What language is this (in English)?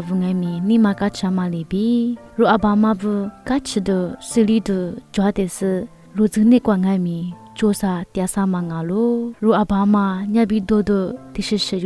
Lisu